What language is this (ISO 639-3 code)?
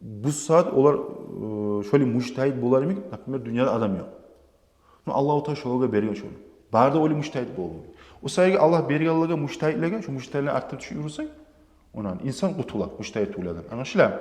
kum